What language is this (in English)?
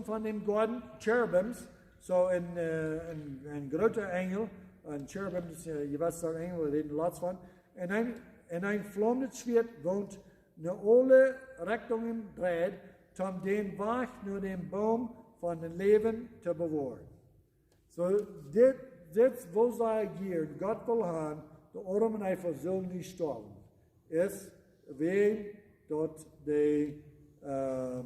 Plautdietsch